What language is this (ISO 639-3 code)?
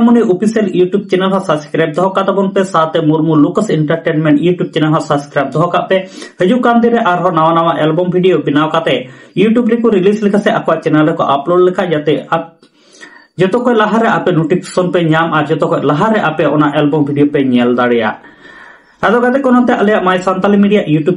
sat